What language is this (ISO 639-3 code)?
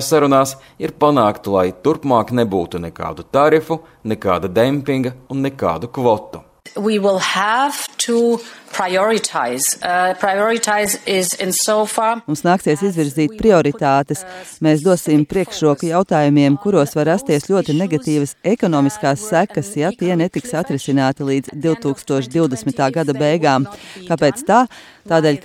lav